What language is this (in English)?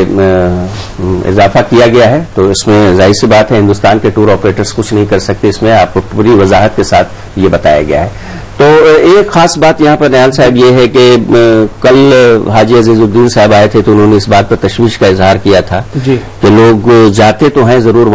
Urdu